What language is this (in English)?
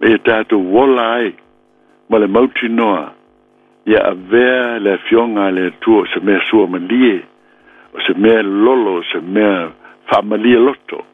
Samoan